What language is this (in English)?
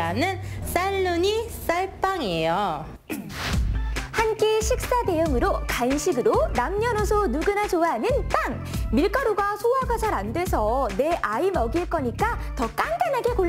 Korean